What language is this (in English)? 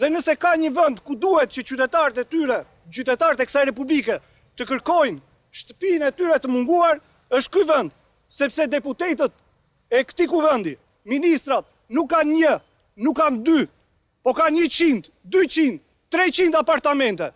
Albanian